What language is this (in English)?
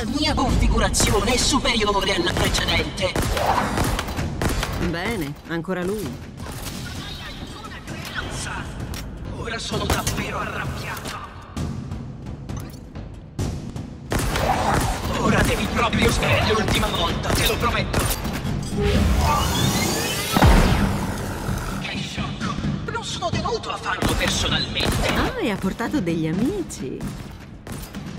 Italian